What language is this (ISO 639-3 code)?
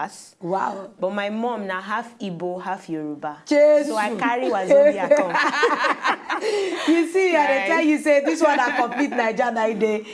pcm